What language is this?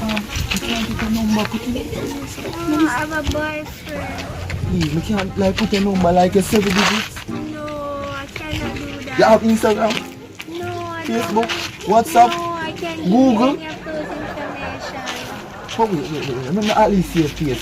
Jamaican Creole English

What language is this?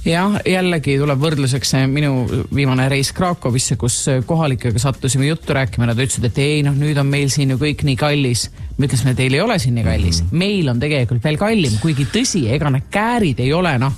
Estonian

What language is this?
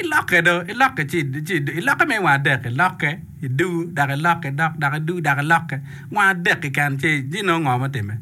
Acoli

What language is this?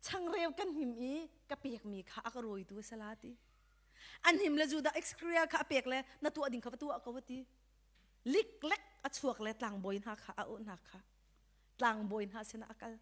Hakha Chin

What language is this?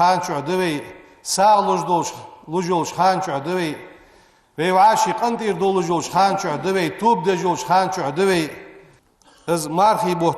Ingush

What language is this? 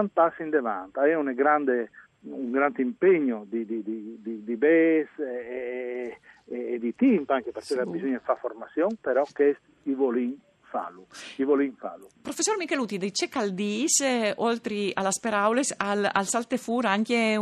Friulian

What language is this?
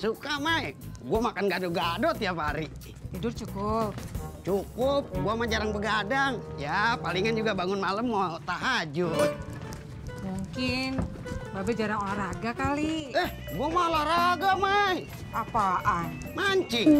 Betawi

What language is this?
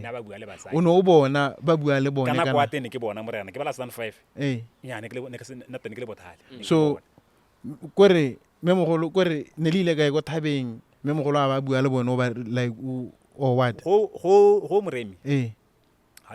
Tswana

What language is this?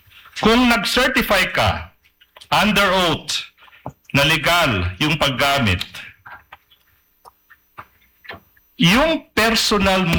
Filipino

